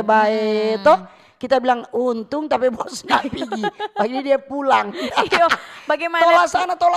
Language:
Manado Malay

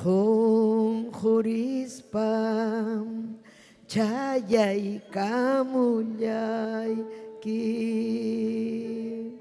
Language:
Ayacucho Quechua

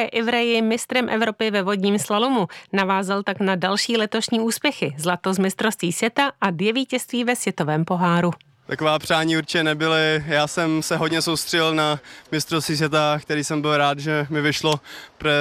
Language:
Czech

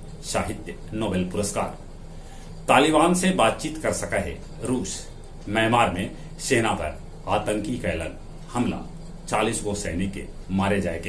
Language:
Magahi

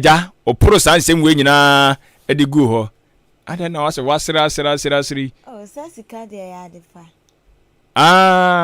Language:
Akan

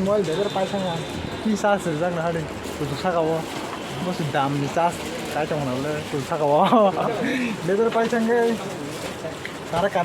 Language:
Kok Borok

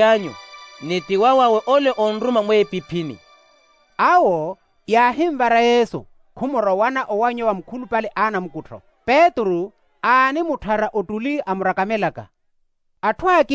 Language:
Makhuwa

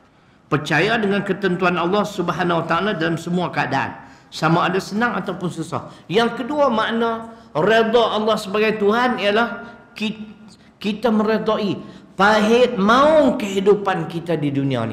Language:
Malay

